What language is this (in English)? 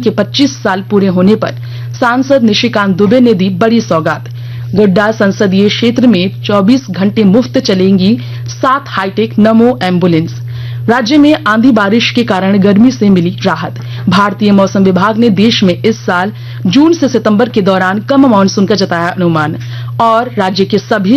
Hindi